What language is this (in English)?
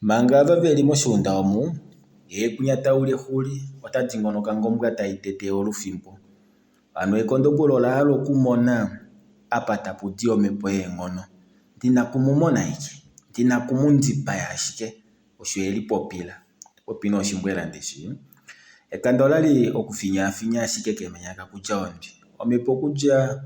Kuanyama